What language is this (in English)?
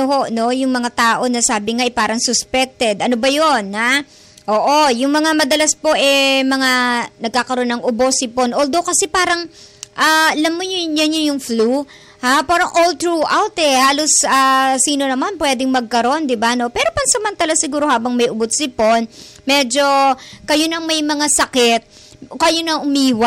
Filipino